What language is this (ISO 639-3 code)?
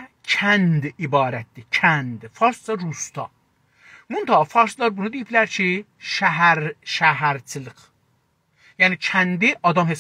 azb